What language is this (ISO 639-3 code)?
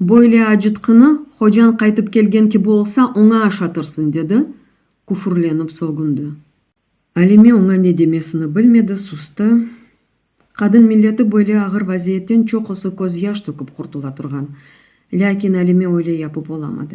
crh